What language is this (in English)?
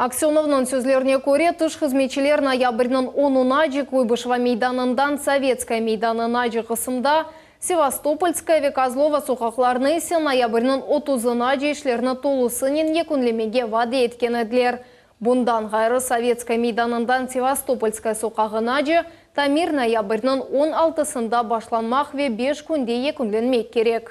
Crimean Tatar